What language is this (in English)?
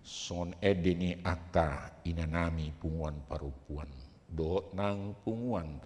Batak Toba